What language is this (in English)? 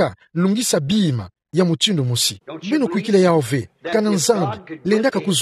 Kituba (Democratic Republic of Congo)